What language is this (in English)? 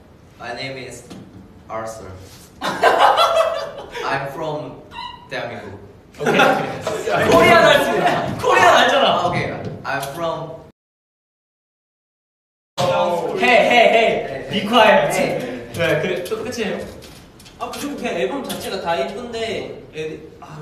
Korean